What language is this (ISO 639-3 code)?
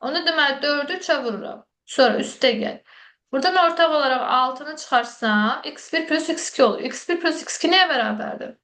aze